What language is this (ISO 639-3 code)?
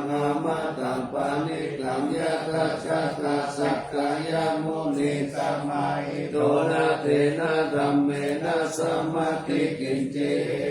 pli